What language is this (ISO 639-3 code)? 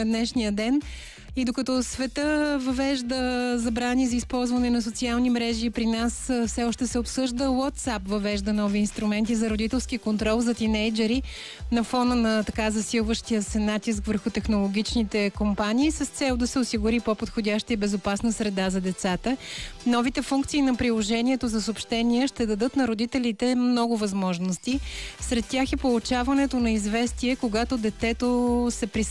bul